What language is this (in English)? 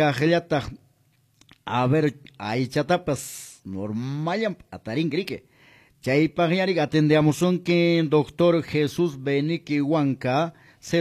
Quechua